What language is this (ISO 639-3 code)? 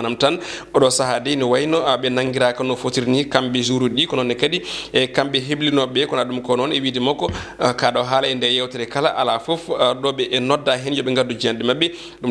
ful